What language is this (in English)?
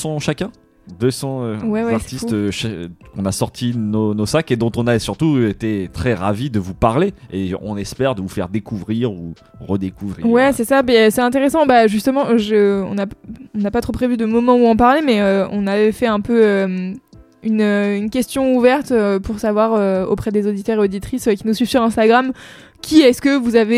French